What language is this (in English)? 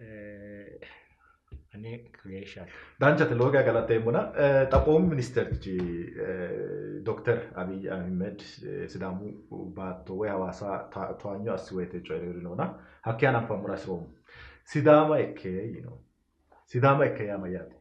Sidamo